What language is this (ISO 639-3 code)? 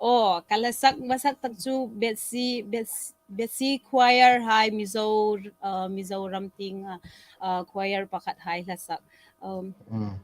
hmr